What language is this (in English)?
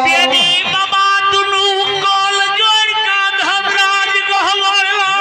Maithili